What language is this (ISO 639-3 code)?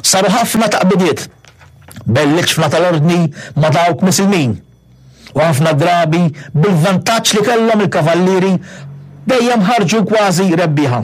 mlt